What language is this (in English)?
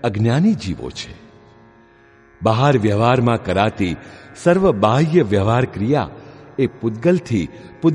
Gujarati